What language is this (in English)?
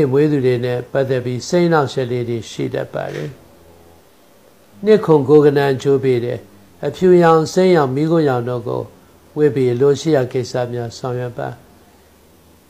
Burmese